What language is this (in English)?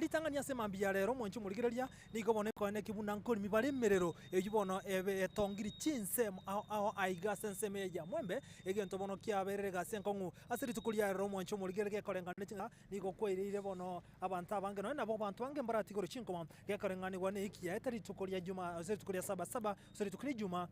Gusii